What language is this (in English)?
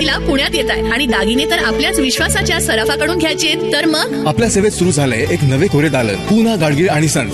Marathi